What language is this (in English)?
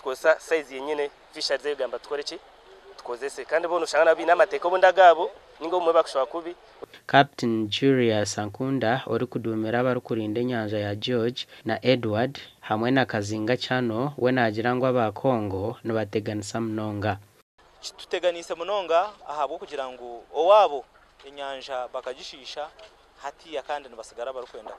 Nyankole